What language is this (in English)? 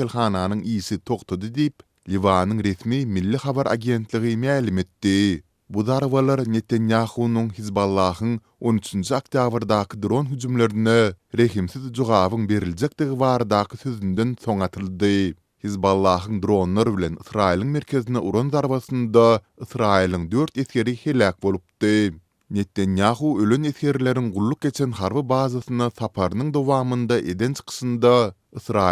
Turkmen